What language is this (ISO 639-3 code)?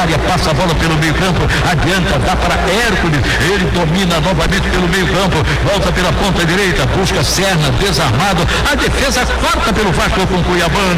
por